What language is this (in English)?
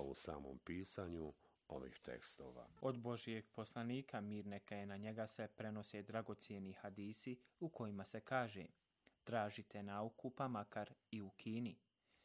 Bosnian